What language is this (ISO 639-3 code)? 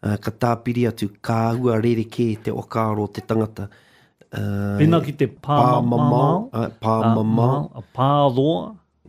mri